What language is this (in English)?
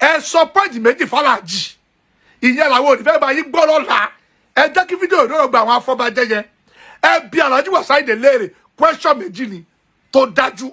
Yoruba